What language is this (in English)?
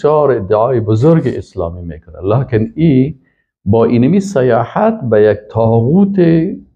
Persian